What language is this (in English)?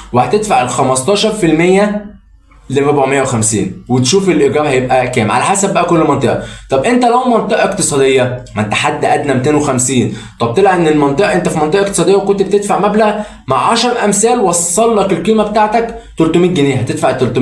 Egyptian Arabic